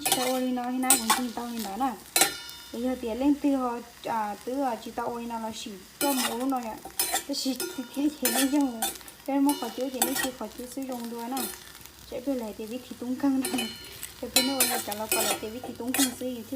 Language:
Hmong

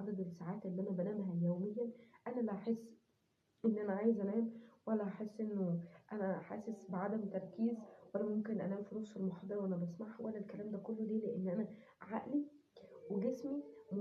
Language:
Egyptian Arabic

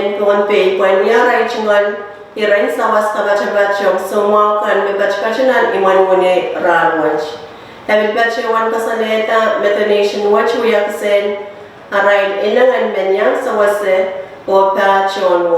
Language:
Pohnpeian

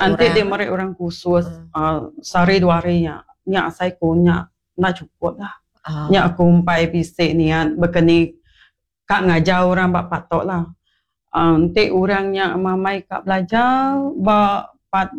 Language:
Iban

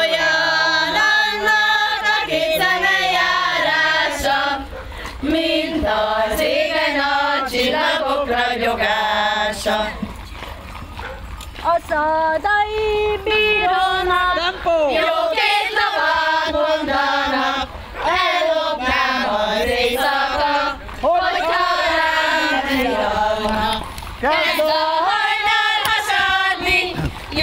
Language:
Hungarian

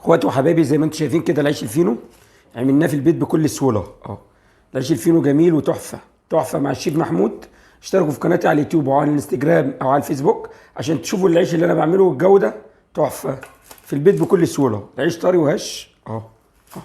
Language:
Egyptian Arabic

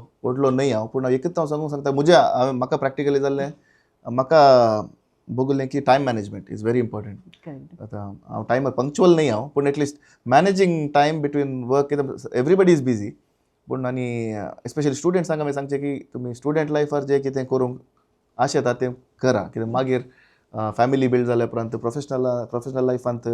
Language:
Konkani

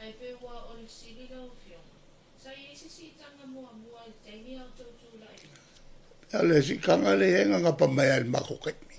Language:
Samoan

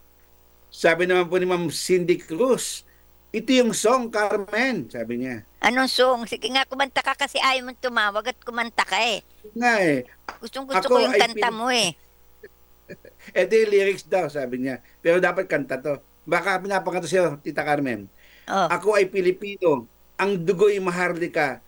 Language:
Filipino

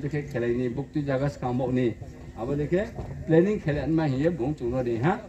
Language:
Riang (India)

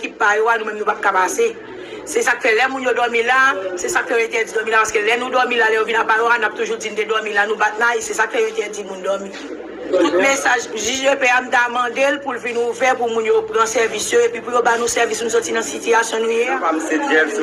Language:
Haitian Creole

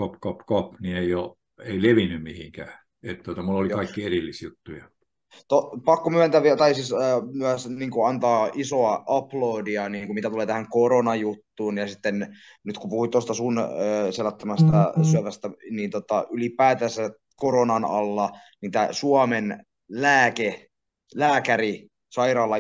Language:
Finnish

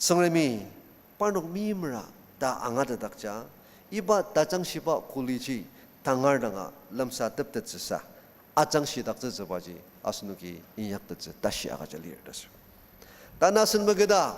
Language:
Ao Naga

